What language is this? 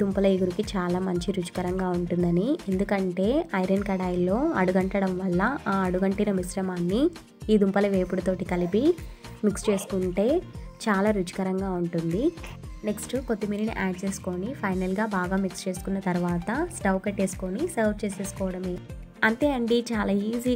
Telugu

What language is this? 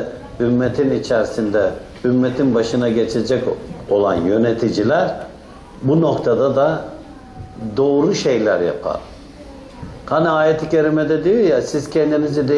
Turkish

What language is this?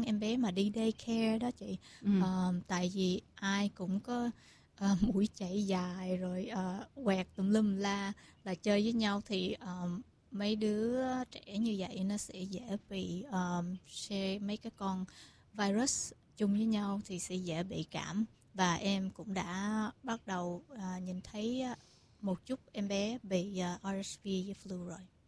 Vietnamese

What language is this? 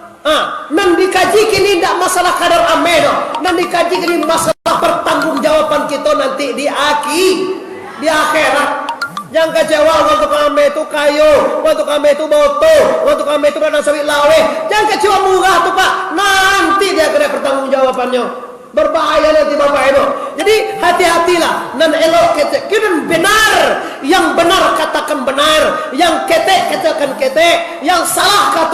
Minangkabau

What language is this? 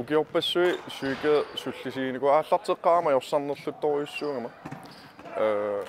Kalaallisut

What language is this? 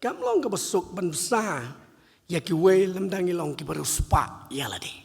Khasi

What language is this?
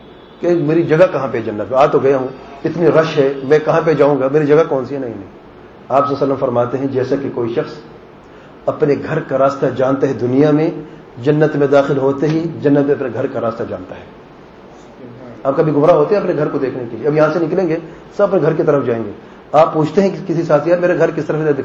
Urdu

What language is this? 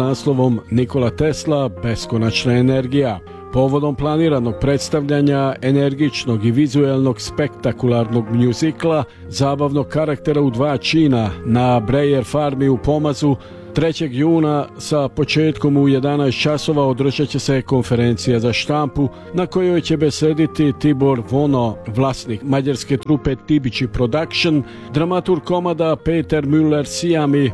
Serbian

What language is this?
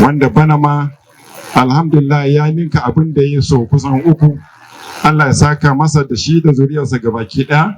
Hausa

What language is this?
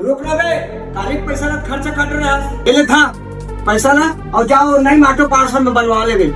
Chhattisgarhi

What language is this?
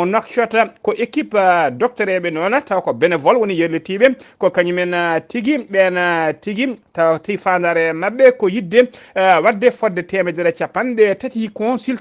Fula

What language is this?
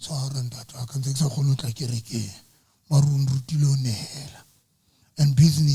Southern Sotho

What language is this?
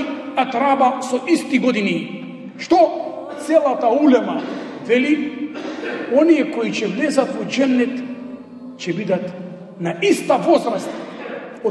Macedonian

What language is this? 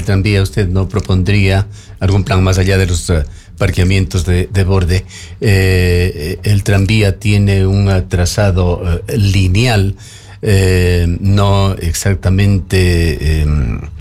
Spanish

